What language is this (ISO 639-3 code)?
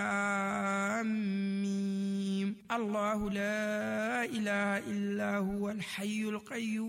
fuv